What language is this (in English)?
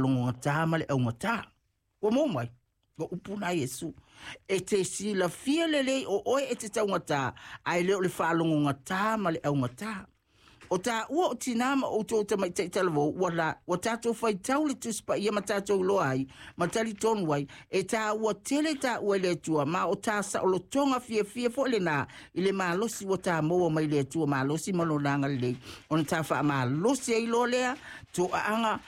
Samoan